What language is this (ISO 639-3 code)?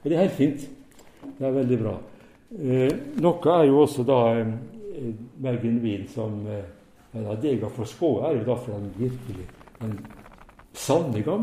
nor